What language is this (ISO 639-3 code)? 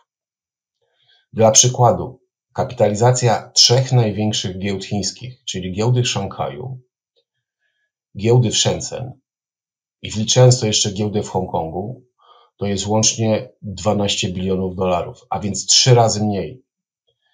pol